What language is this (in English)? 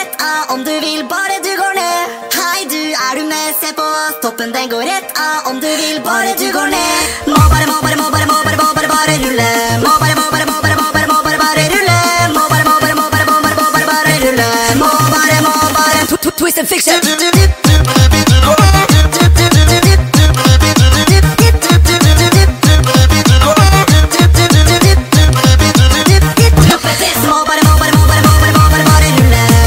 Norwegian